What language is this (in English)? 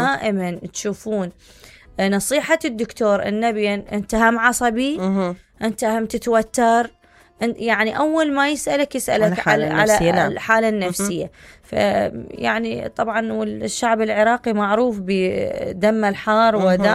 Mesopotamian Arabic